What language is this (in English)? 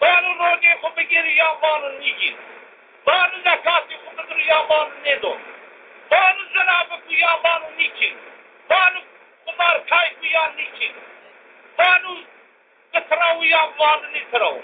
Zaza